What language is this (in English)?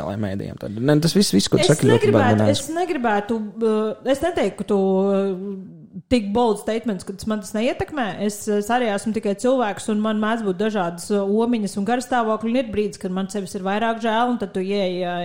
Latvian